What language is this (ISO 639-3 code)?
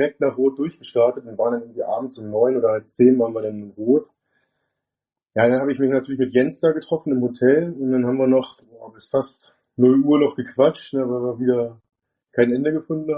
deu